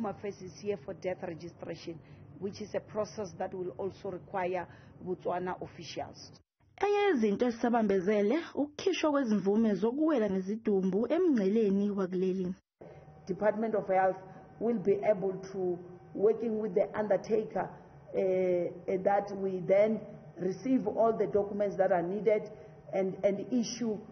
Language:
Zulu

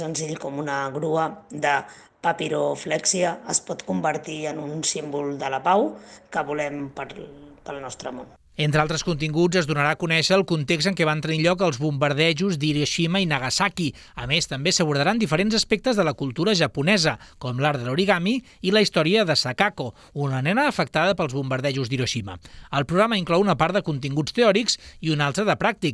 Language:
Catalan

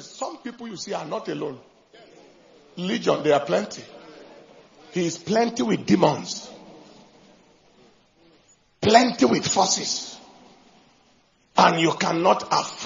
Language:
English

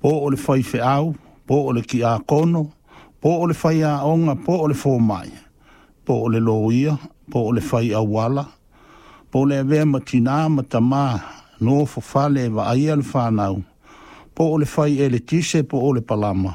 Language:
Samoan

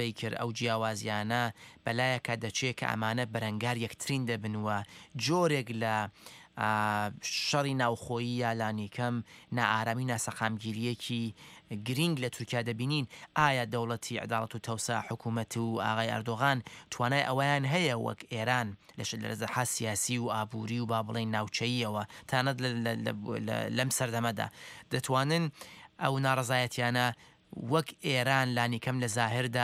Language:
Central Kurdish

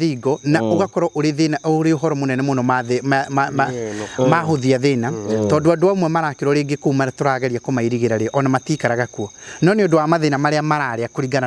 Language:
Kikuyu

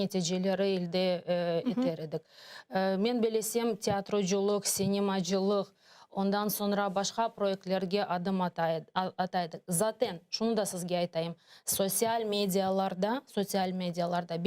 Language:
Crimean Tatar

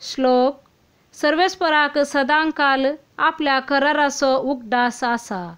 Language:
Konkani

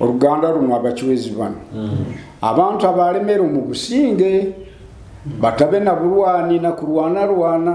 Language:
Nyoro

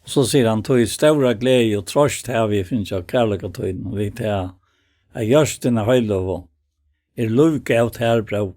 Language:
Faroese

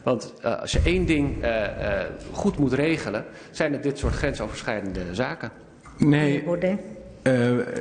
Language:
Dutch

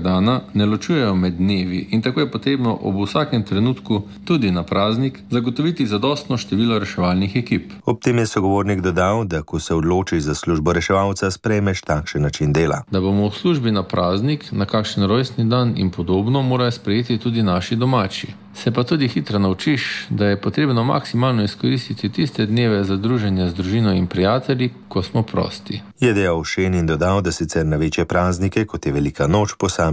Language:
Slovenian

